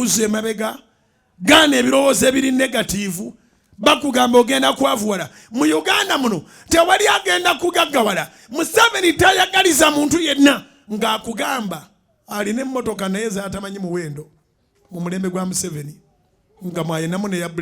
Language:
Ganda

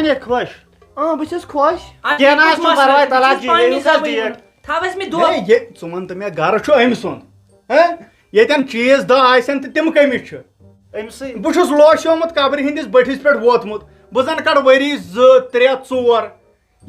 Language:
Kashmiri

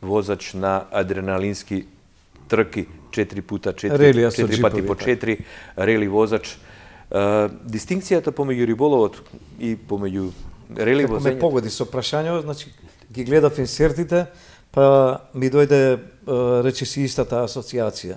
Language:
Macedonian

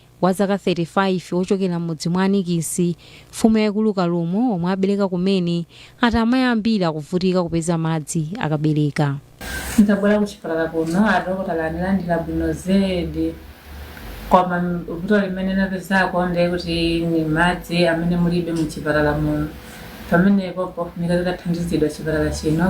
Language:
Nyanja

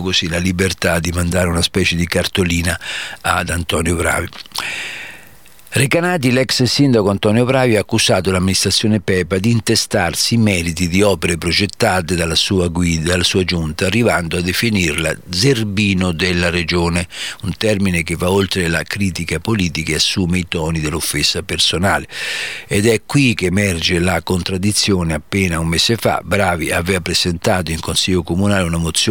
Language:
Italian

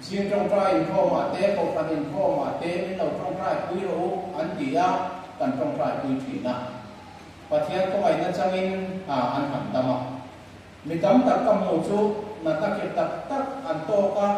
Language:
Mizo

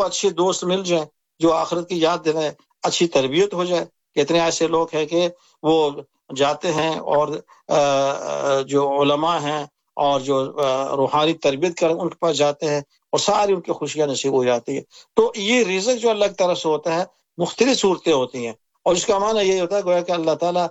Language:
Urdu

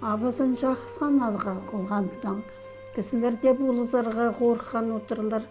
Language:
Khakas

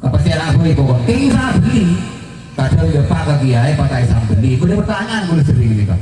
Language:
Madurese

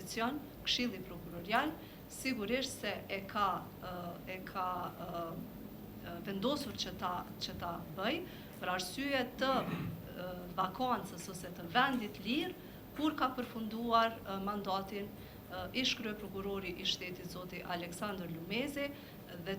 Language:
Albanian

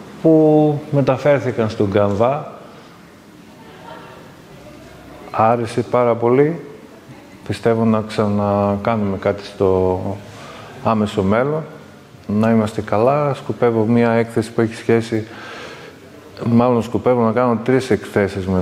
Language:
Greek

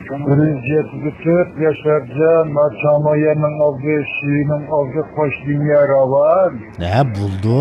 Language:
Uyghur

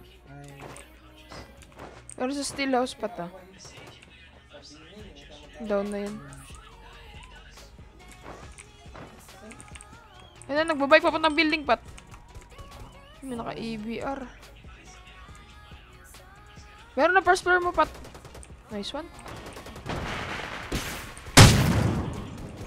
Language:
Filipino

